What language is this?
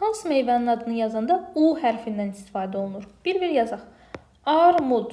Azerbaijani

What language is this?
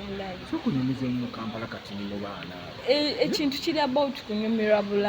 Ganda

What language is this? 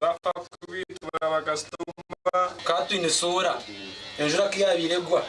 Nyankole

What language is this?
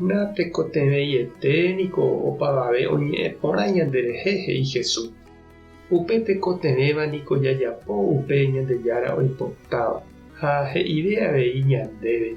Guarani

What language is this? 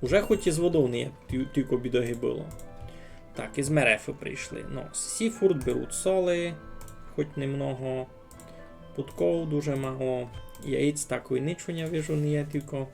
Rusyn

